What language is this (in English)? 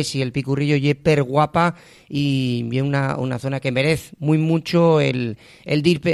Asturian